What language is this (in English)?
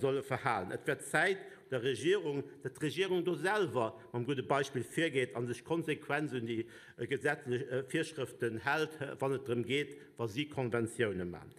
Luxembourgish